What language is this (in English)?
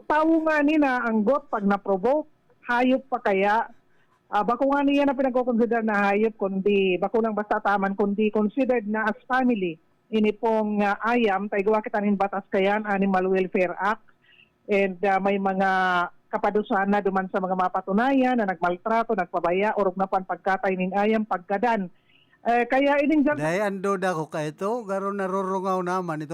Bikol